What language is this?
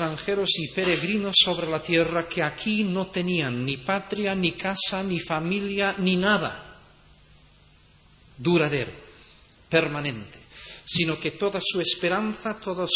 Spanish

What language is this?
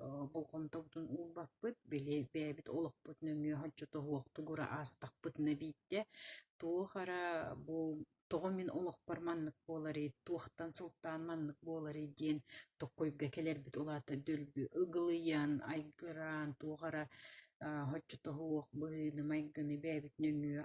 Yakut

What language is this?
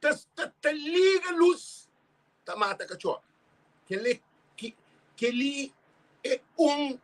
Kabuverdianu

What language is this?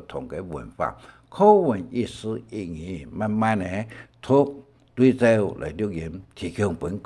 Hakka Chinese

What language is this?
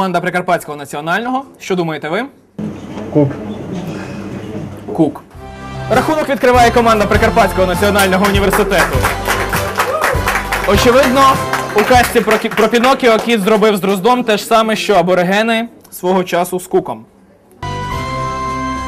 Ukrainian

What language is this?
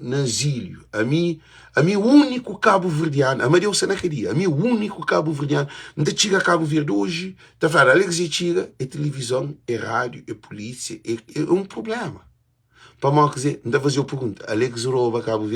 Kabuverdianu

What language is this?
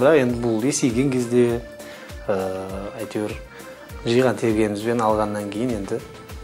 Kazakh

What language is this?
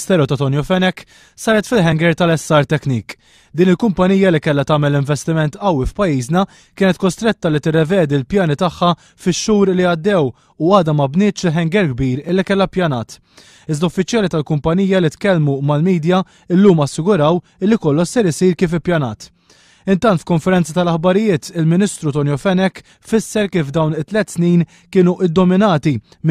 Maltese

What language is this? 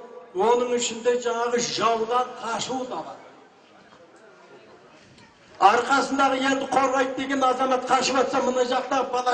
Kazakh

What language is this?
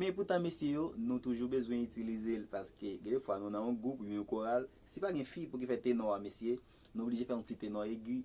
Haitian Creole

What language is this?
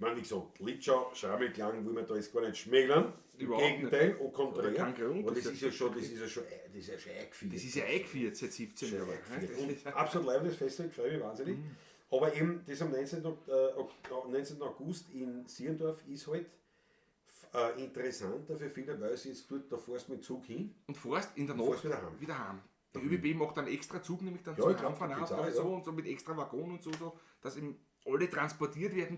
Bavarian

